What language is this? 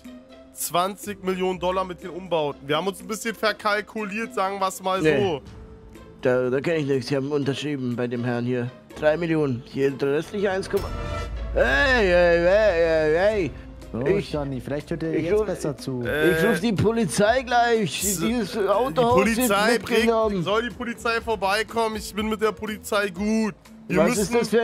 German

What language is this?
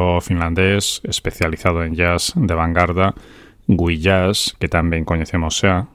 Galician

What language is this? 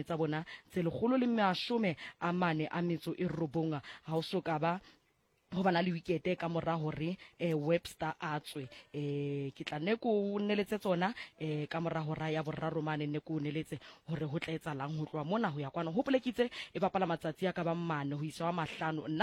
Southern Sotho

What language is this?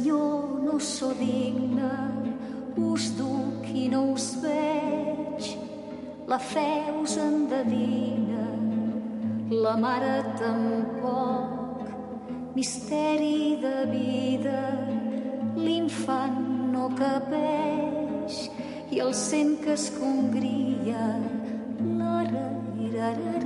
Catalan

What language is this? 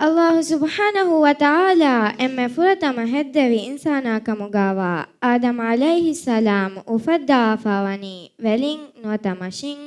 Divehi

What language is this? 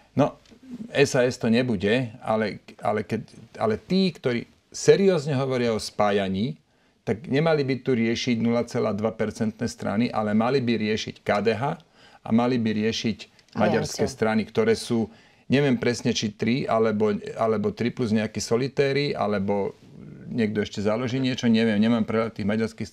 Slovak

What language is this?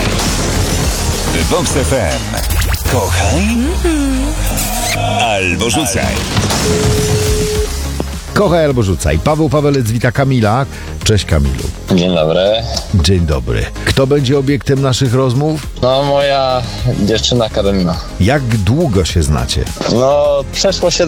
Polish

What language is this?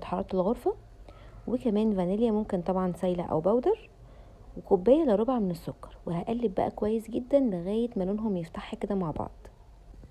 Egyptian Arabic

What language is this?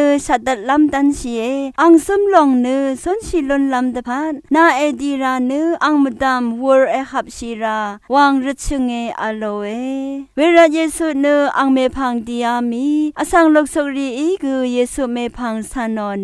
Rawang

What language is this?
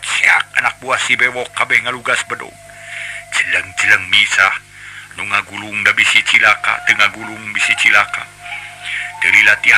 Sundanese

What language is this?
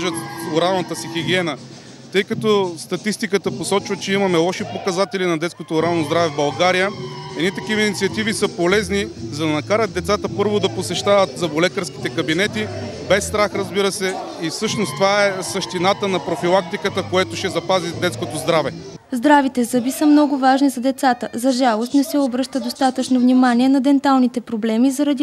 Bulgarian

